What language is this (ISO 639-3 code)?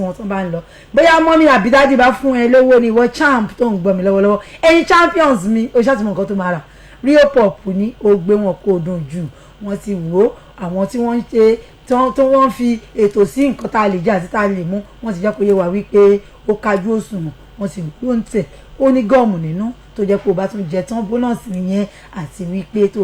yor